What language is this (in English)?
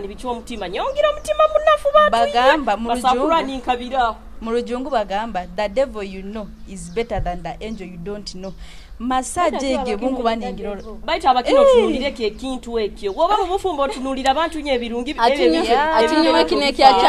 Nyoro